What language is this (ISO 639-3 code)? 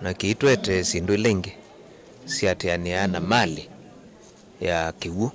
kam